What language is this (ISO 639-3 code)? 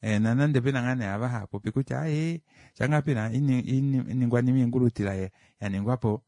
kua